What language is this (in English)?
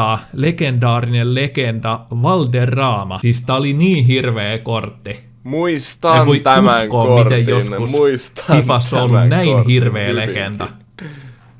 Finnish